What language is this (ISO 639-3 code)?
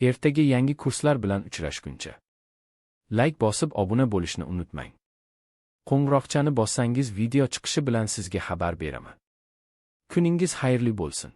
uzb